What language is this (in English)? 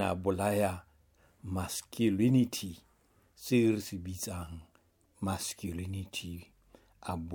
Southern Sotho